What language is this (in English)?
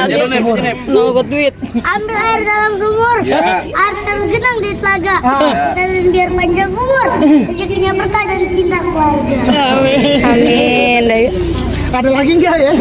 Betawi